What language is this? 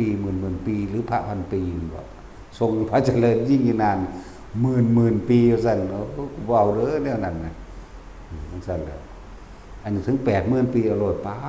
Northeastern Thai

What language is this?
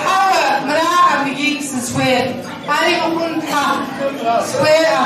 Kabardian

